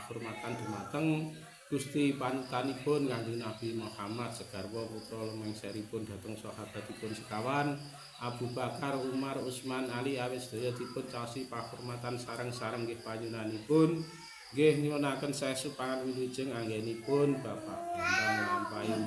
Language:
Javanese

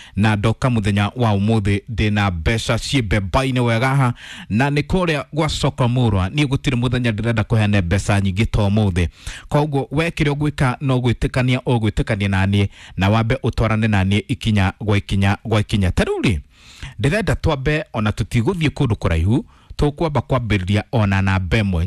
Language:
Kikuyu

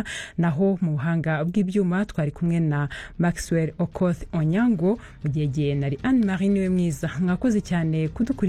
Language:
Kinyarwanda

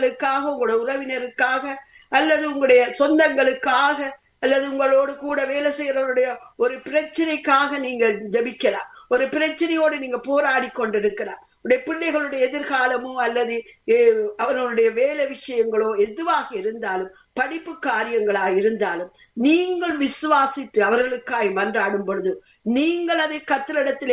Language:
Tamil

